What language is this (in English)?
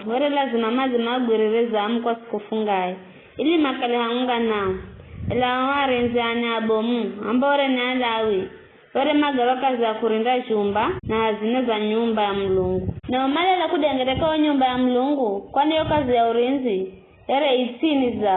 Giryama